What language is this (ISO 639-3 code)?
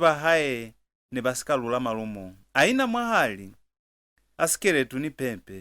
loz